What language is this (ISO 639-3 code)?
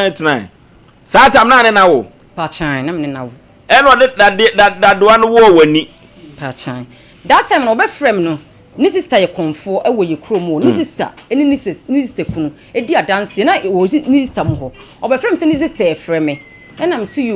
aka